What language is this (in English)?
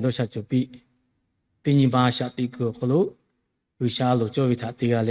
Lahu